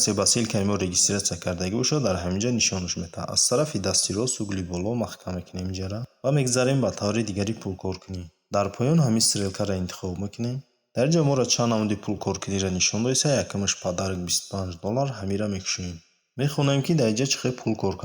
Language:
Tajik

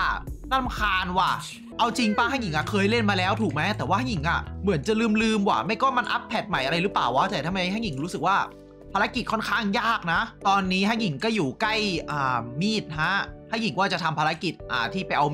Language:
Thai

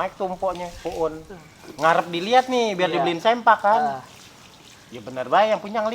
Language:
Betawi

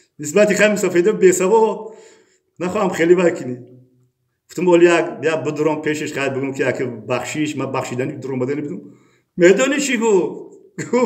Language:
Tajik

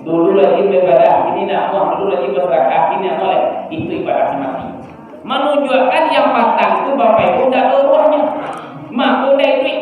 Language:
Minangkabau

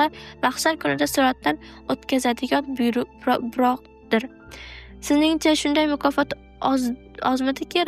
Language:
Uzbek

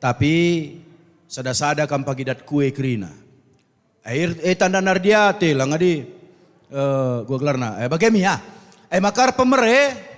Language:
Batak Karo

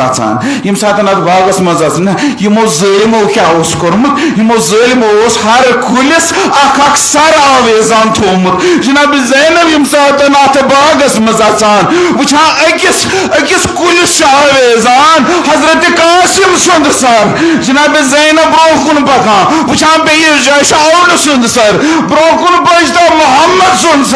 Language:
Kashmiri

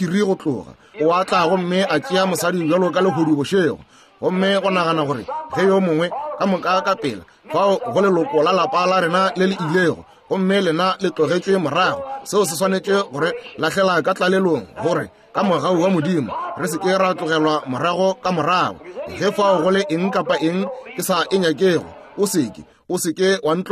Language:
Northern Sotho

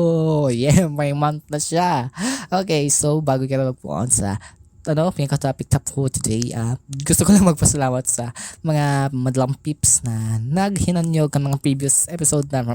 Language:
Bikol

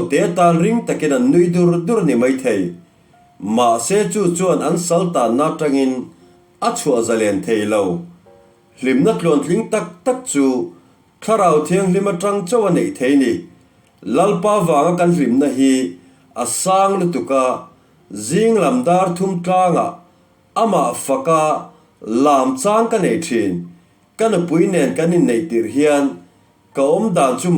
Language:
Mizo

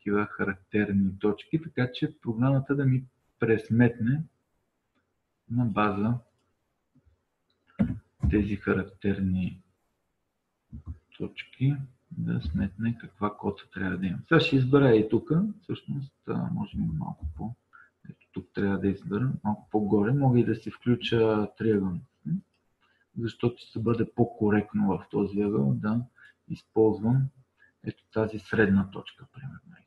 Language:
Bulgarian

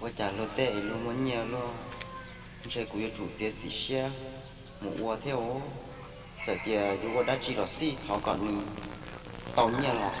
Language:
Hmong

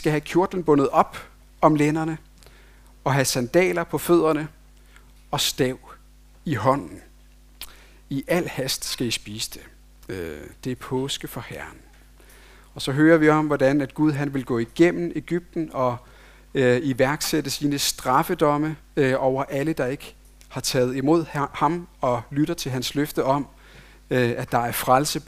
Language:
Danish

